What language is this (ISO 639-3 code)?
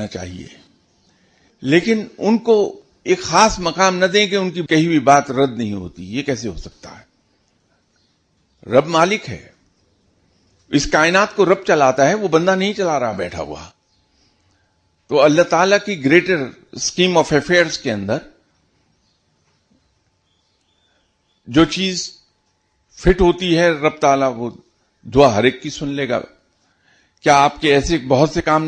urd